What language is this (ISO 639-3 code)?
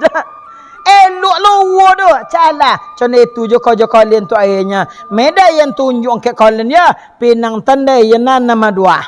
min